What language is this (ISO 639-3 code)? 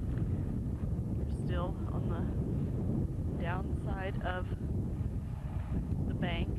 eng